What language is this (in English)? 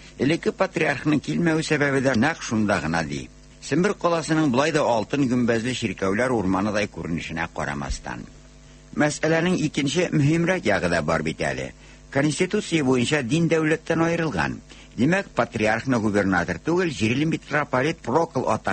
Tatar